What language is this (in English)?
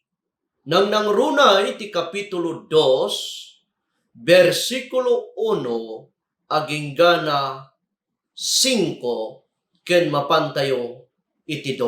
Iloko